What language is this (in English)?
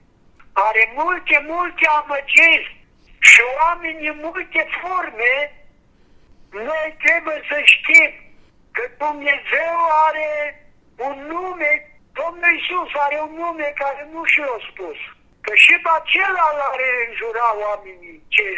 Romanian